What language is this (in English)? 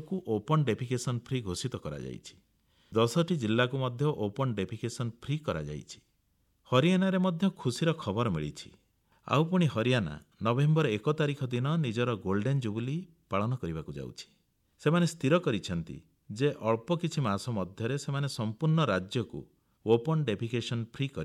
Odia